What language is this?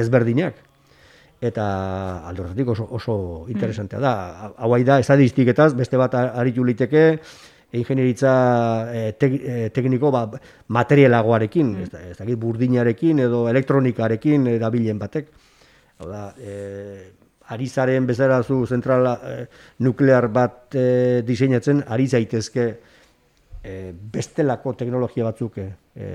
Basque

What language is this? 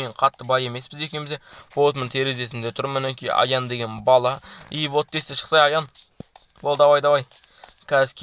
Kazakh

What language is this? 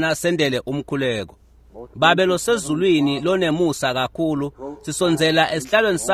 Swati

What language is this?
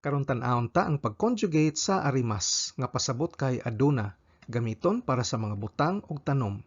Cebuano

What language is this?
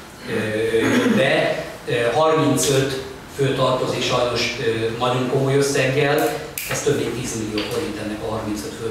Hungarian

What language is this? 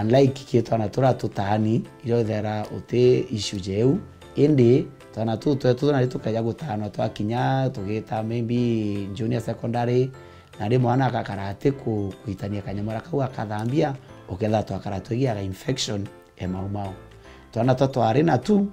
Meru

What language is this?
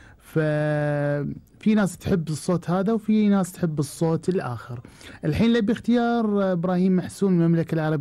Gulf Arabic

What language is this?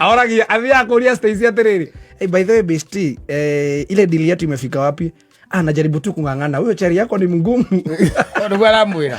Kikuyu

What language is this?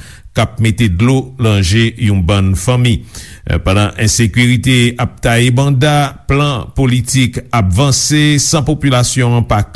Haitian Creole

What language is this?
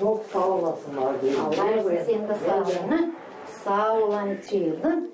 Gagauz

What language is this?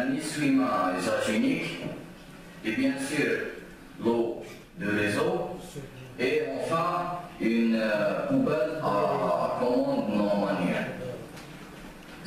French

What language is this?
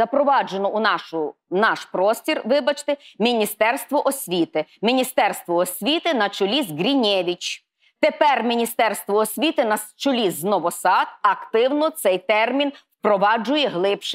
Ukrainian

